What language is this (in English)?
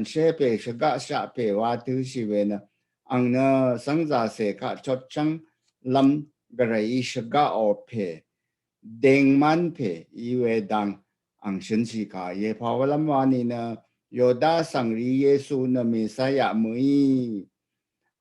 Rawang